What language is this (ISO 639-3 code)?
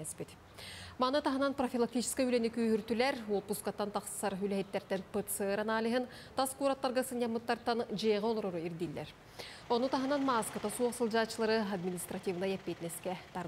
sah